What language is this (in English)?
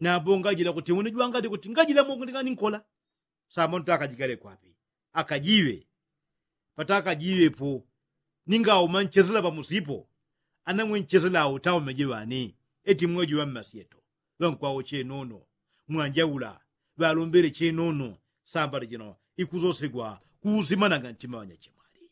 Yao